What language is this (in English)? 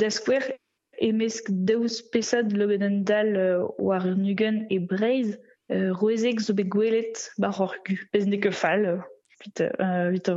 Breton